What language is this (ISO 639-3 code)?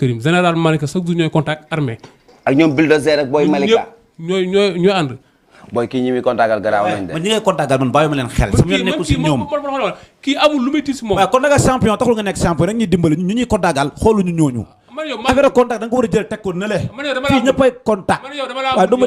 wol